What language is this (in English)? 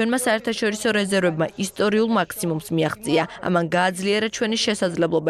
Georgian